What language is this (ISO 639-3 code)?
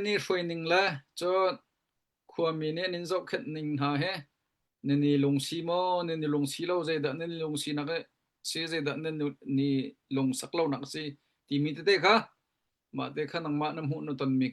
cnh